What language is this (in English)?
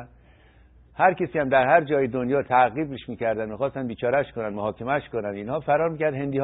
Persian